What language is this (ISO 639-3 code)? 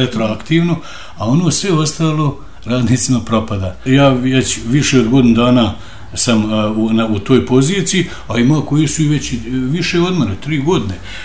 bos